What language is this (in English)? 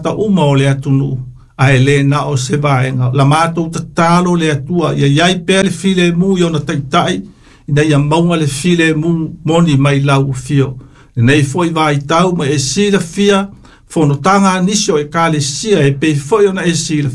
Samoan